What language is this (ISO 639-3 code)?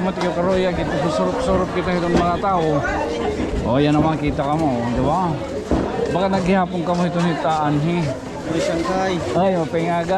war